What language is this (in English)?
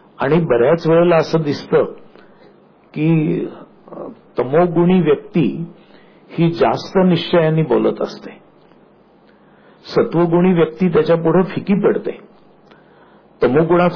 Marathi